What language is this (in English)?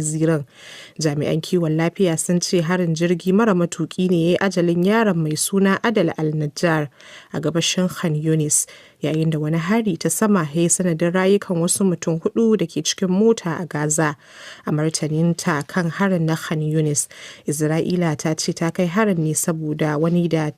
Hausa